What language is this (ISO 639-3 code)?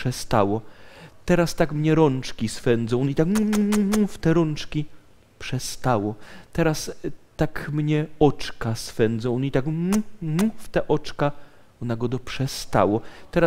szl